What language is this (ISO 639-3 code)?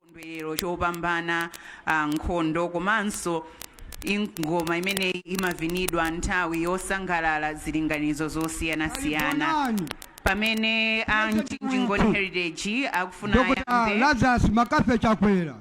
nya